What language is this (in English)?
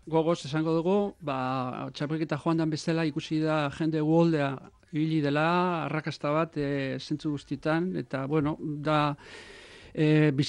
Basque